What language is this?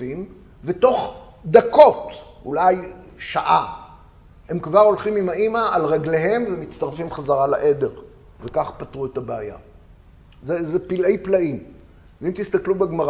Hebrew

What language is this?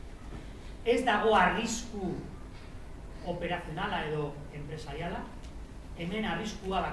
Basque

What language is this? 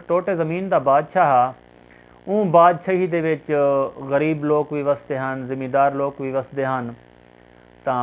Saraiki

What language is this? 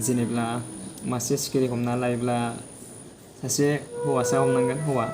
Bodo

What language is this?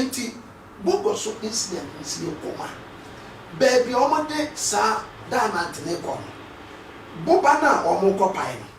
Akan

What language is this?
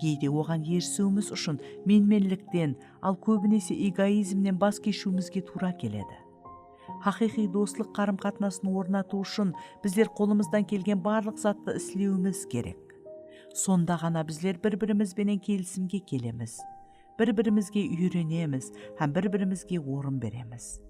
Kara-Kalpak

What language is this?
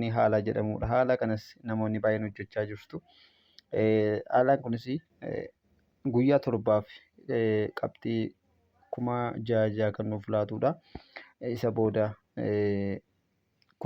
Oromo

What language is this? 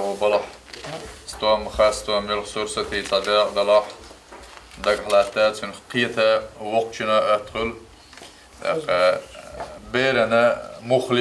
Chechen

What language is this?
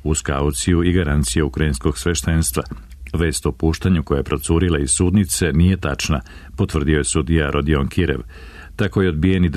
Serbian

